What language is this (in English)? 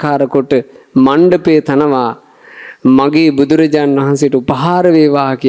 Sinhala